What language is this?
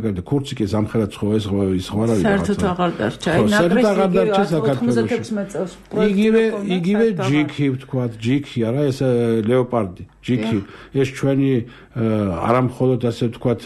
Georgian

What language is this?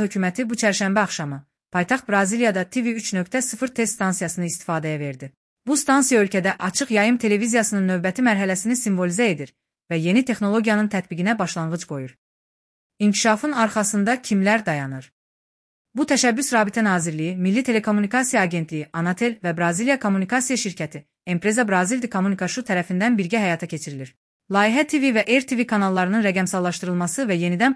Azerbaijani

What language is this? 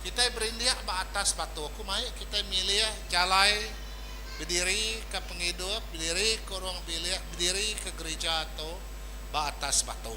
Iban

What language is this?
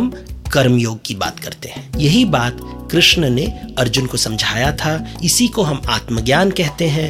Hindi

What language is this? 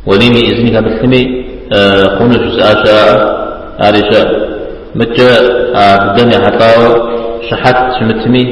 Kabardian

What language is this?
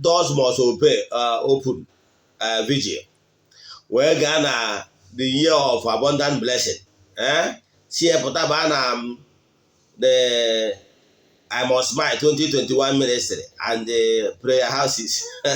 Igbo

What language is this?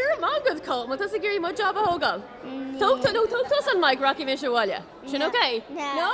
Irish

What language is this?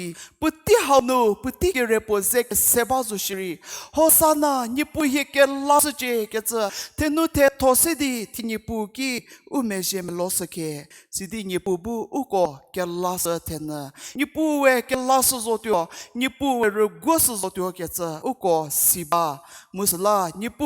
Angami Naga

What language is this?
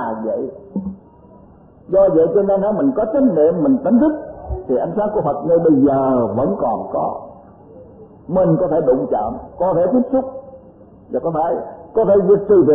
Vietnamese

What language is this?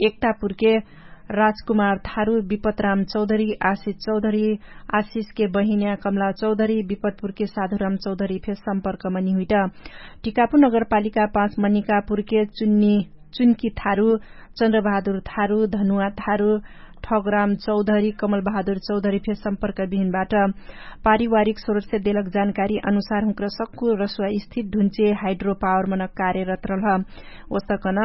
Dangaura Tharu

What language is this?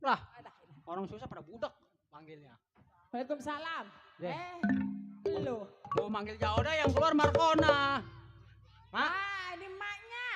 Betawi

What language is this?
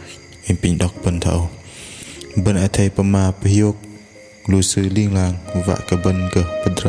Bahnar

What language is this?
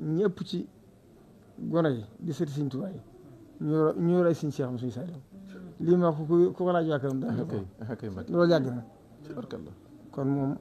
Wolof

